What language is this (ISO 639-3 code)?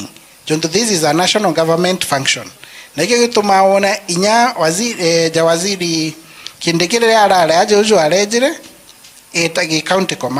mer